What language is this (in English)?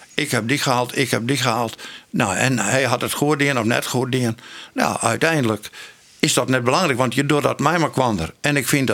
Western Frisian